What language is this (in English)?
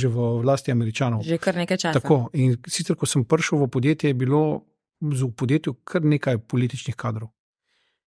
Slovenian